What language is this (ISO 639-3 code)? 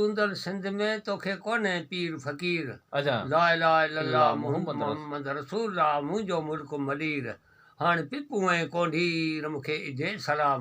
snd